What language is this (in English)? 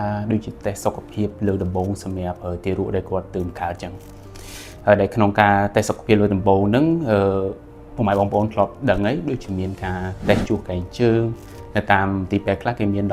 Khmer